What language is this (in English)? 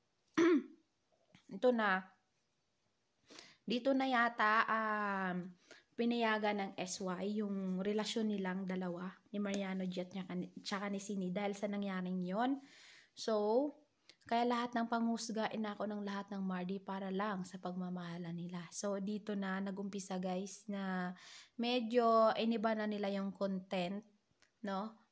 Filipino